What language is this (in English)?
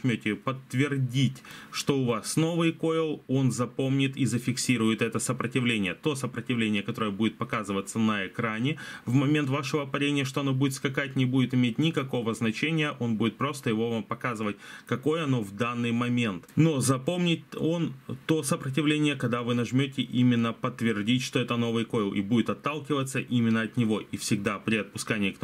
Russian